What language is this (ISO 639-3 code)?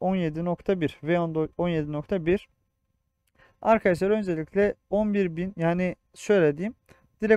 tur